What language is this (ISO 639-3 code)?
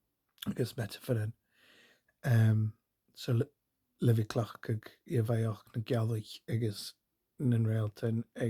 gla